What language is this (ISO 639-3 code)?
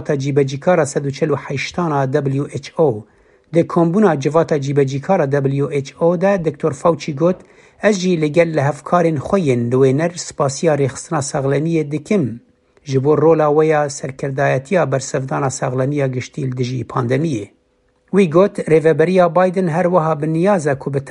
kur